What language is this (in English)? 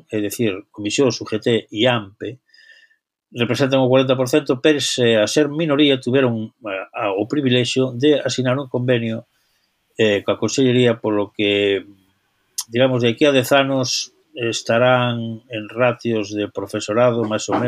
Galician